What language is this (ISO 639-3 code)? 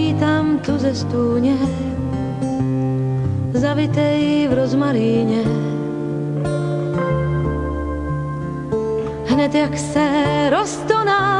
ces